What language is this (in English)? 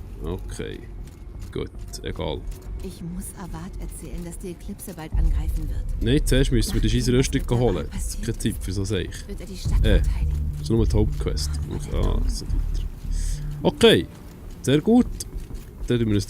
Swiss German